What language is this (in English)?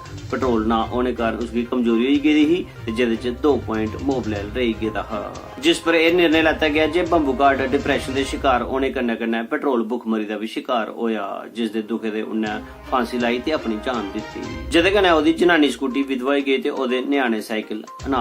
Dogri